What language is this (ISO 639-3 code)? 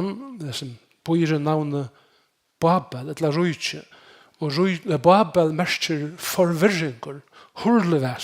fao